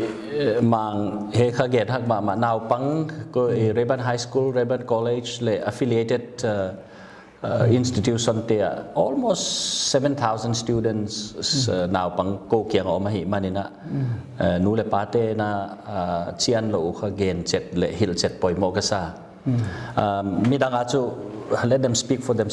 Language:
Paite Chin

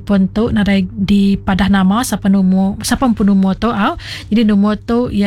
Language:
Iban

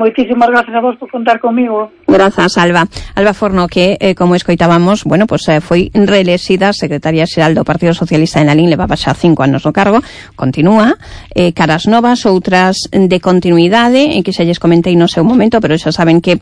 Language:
Galician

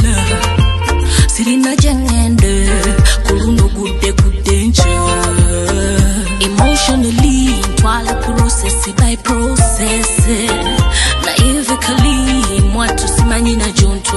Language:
Ganda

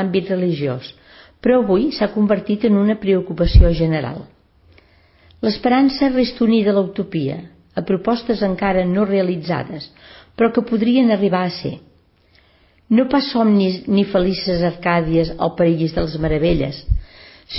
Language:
Catalan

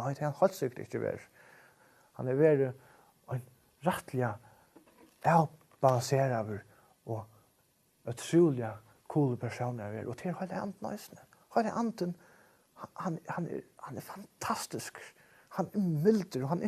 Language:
Faroese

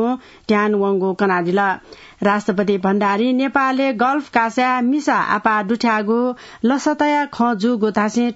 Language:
Newari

